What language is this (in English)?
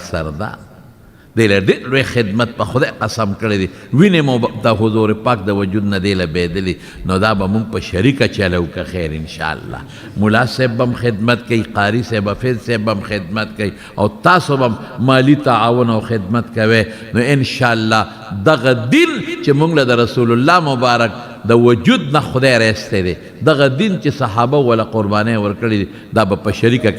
Pashto